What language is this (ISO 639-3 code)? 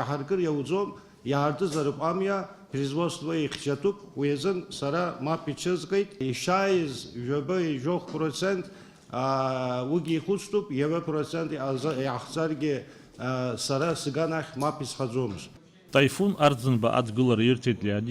abk